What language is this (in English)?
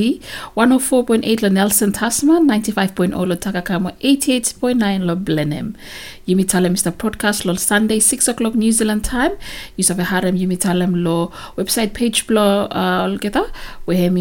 Bislama